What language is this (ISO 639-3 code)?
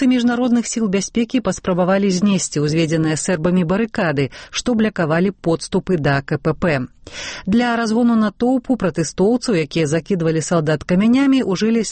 bel